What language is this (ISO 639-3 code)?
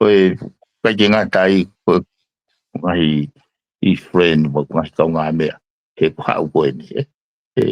ton